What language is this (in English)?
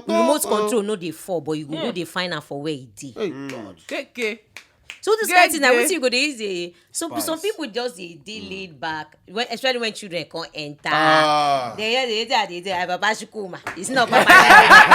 Nigerian Pidgin